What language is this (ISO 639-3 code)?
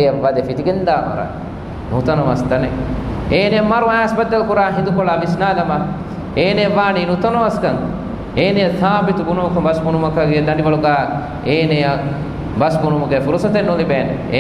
div